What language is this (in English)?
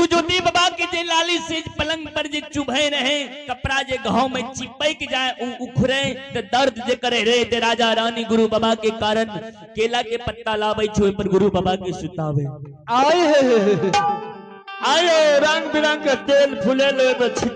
Maithili